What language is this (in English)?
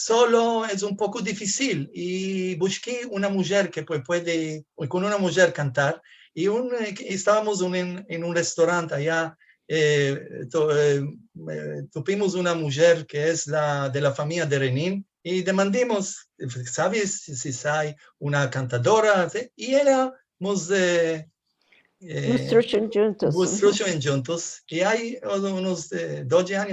Ladino